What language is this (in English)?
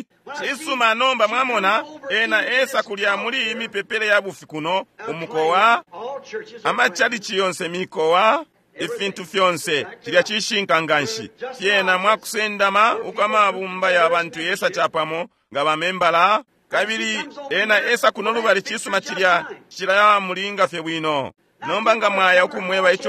Bemba